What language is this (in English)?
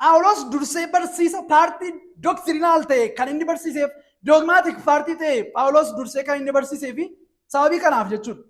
Oromo